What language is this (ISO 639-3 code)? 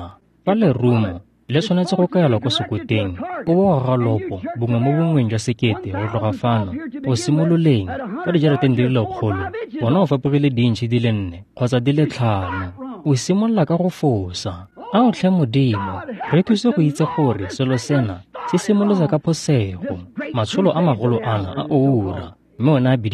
tsn